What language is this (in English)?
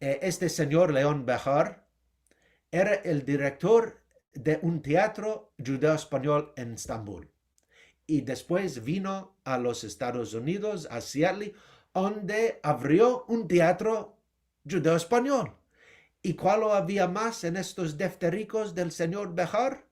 Ladino